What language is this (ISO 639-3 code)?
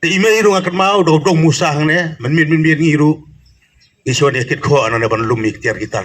kha